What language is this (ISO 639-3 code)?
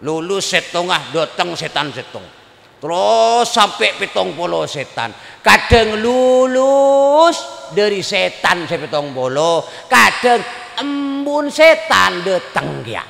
mad